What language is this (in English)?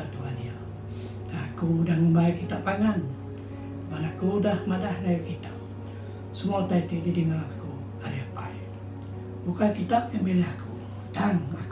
Iban